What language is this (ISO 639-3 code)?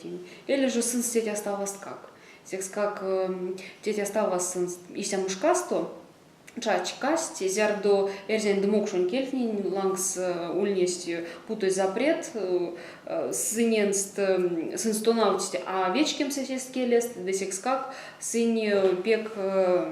myv